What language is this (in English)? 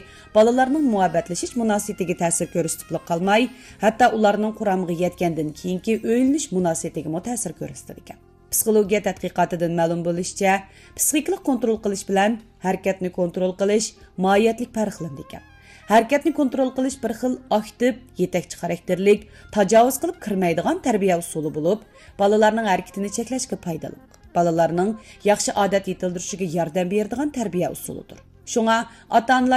Uyghur